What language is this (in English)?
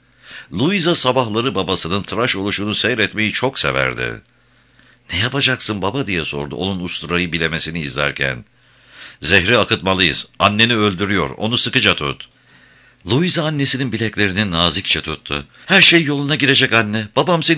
Turkish